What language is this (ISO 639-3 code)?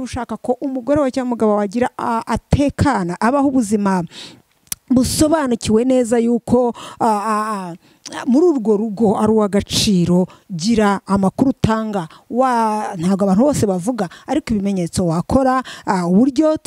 kin